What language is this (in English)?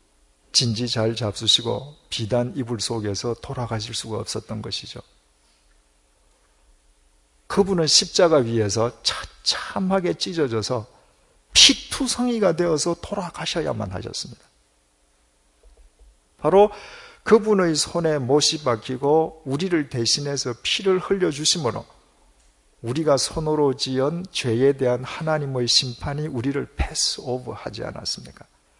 Korean